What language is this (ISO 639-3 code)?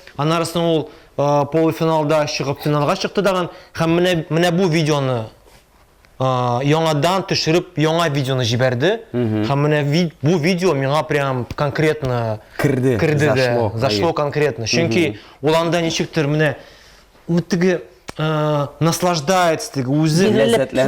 tat